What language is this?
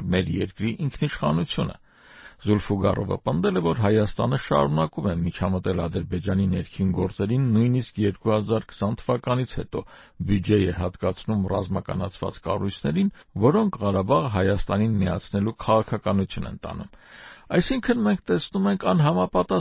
Armenian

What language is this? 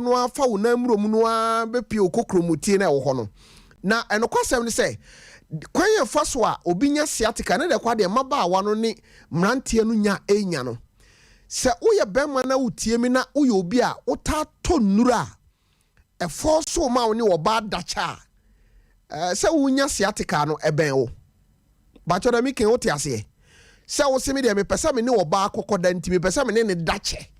Akan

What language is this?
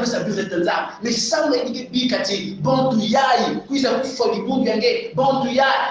Kongo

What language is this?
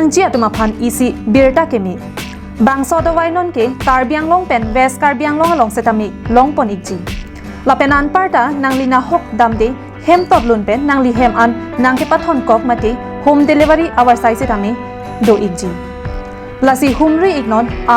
Karbi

